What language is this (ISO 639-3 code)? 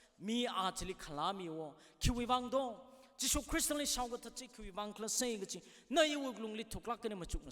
nmf